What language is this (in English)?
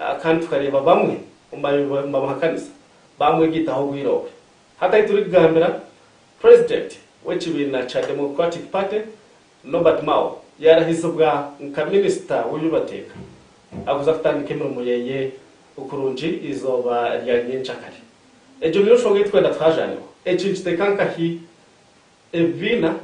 Nyankole